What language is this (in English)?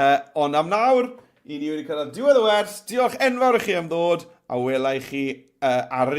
Welsh